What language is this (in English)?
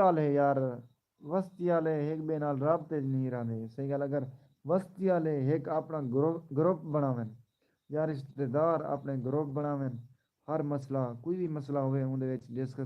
Saraiki